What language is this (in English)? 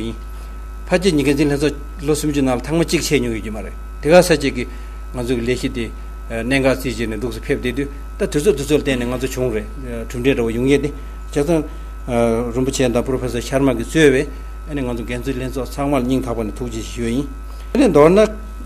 Tibetan